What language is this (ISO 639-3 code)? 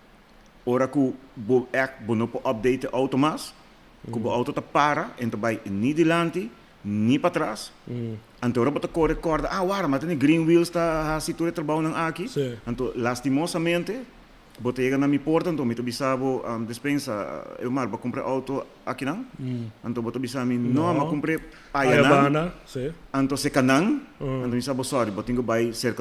pap